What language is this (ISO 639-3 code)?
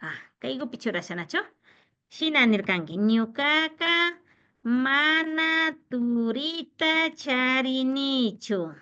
qvi